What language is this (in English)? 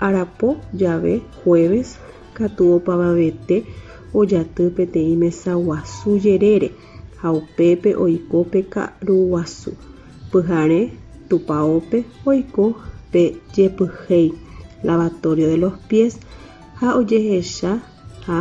Guarani